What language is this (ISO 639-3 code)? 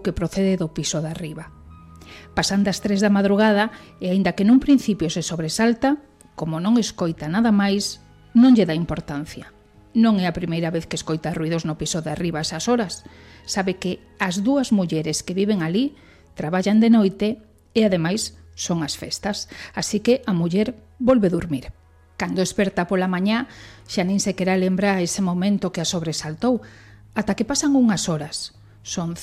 glg